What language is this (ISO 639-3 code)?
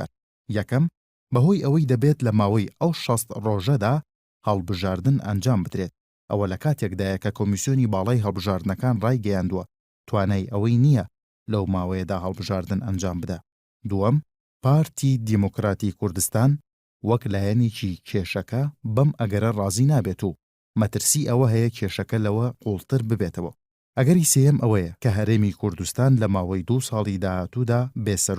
ckb